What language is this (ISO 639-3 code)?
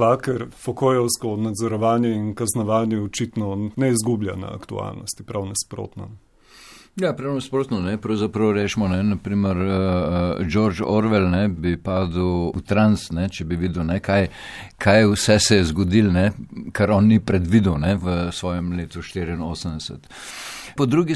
slv